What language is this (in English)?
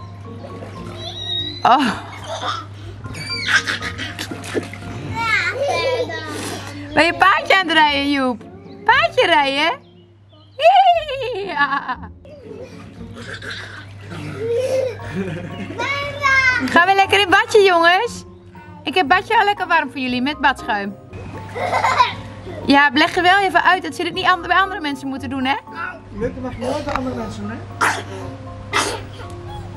Dutch